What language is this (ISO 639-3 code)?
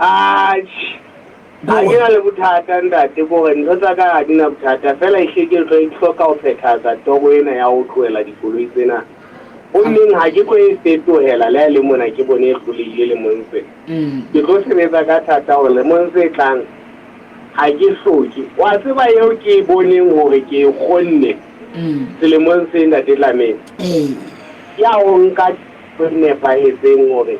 sot